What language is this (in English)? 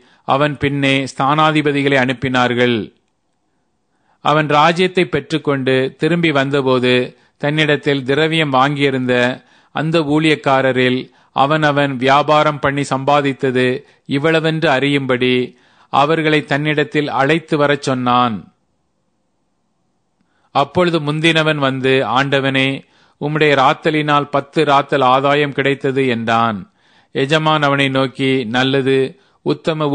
Tamil